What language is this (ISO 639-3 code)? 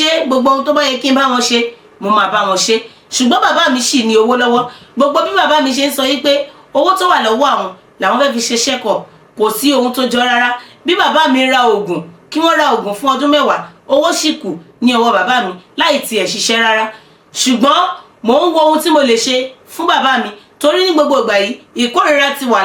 yor